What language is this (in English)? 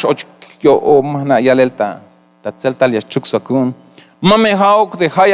Tzeltal